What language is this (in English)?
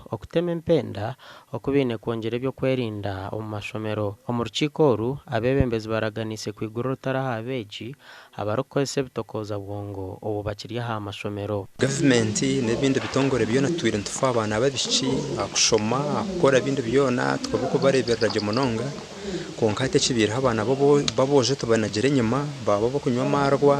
Nyankole